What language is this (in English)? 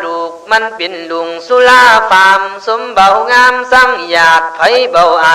Khün